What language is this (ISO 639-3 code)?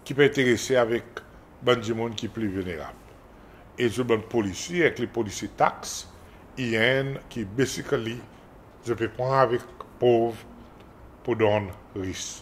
crs